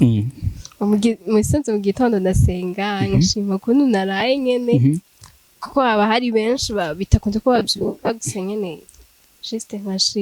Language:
Rundi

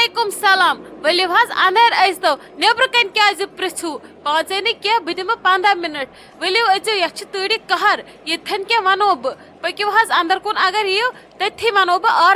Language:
Kashmiri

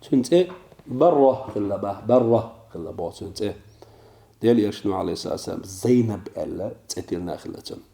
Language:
Chechen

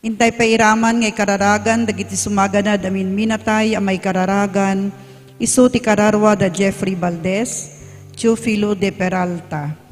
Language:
Iloko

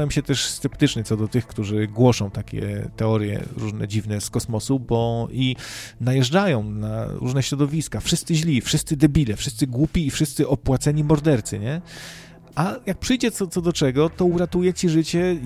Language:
Polish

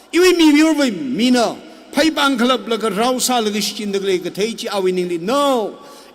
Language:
Tangkhul Naga (India)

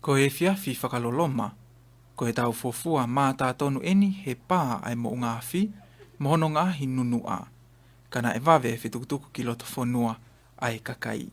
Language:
Tongan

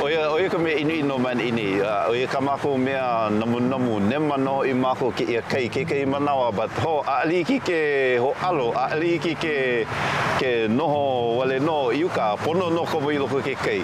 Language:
Hawaiian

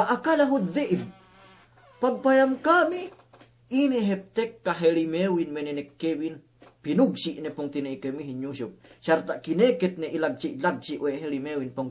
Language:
Yakan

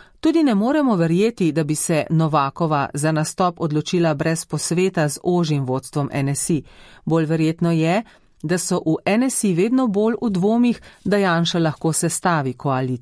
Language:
Slovenian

